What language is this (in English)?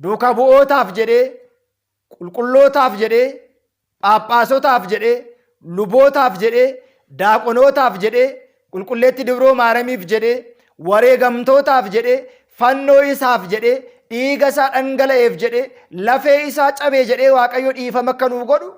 Oromo